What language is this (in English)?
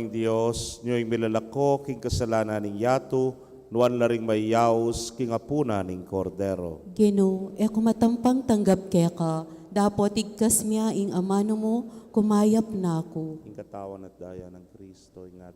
Pampanga